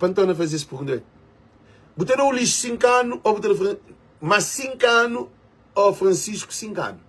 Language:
Kabuverdianu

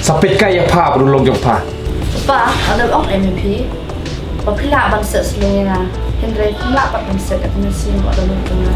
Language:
Khasi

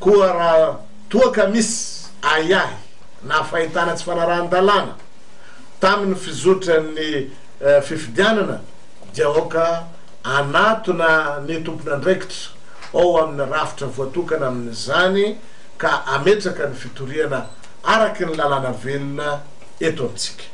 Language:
Malagasy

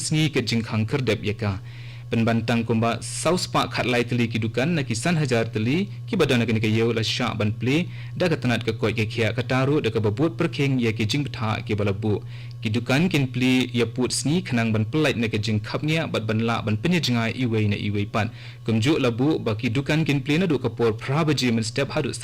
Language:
Khasi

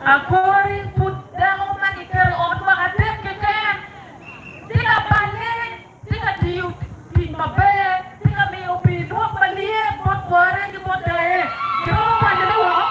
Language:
Acoli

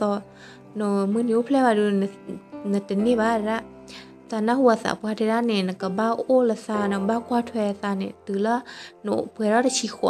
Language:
S'gaw Karen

